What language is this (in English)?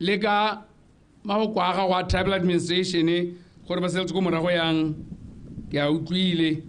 Tswana